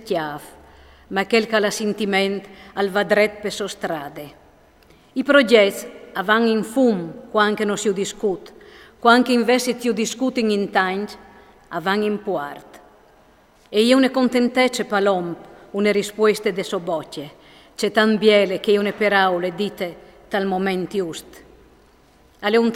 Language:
Friulian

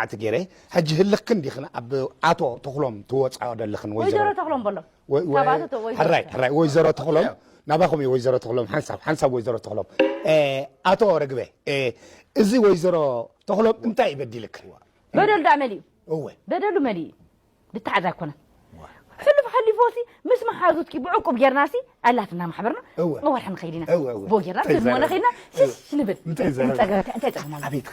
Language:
Tigrinya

